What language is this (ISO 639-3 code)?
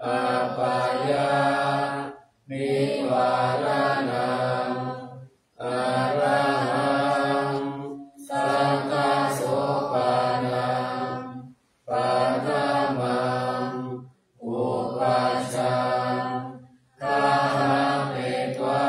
pli